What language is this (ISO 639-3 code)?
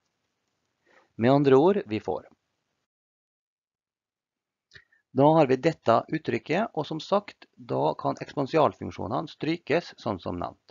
nor